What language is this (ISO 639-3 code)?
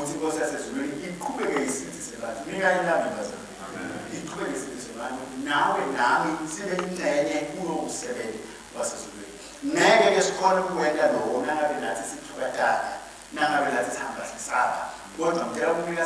ssw